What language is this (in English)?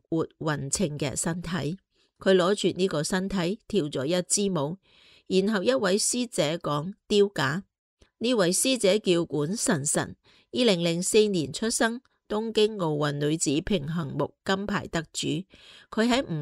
Cantonese